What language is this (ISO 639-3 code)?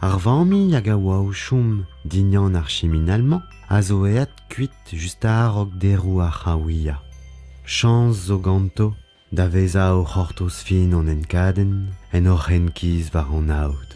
bre